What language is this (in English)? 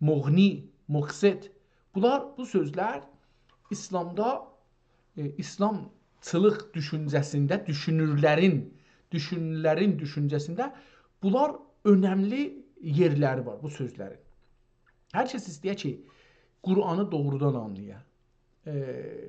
South Azerbaijani